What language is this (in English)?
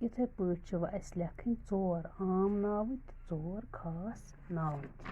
Kashmiri